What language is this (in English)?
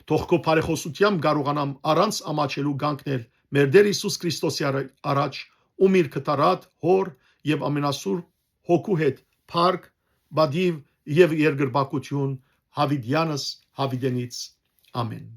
Western Armenian